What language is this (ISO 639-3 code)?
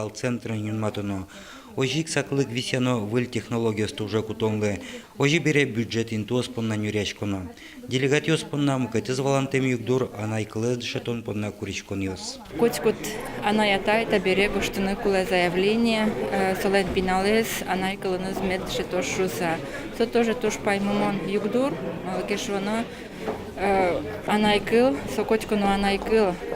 udm